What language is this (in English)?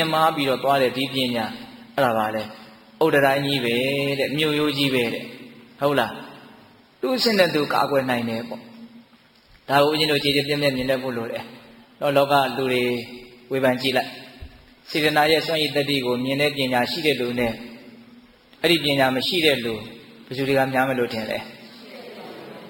Burmese